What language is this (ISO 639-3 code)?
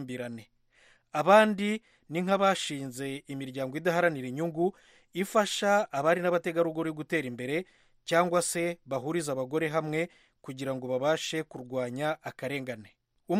kin